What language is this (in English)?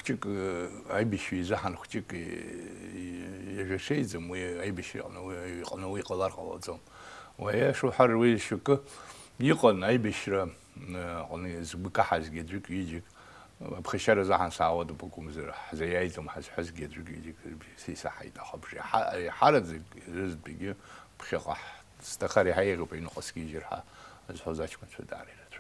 Abkhazian